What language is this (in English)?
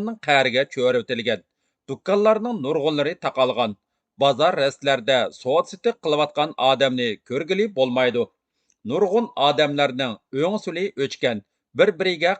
Uyghur